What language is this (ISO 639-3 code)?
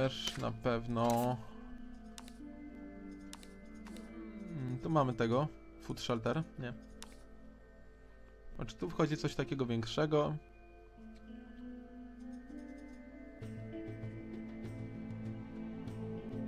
pol